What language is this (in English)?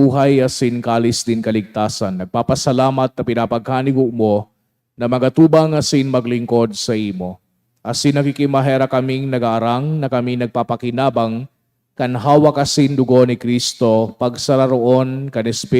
Bikol